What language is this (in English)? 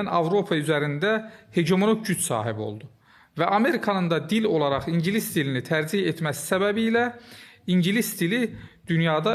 Azerbaijani